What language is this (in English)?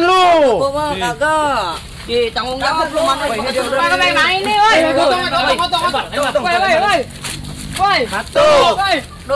Betawi